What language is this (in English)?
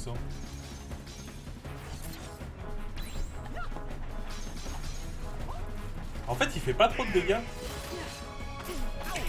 French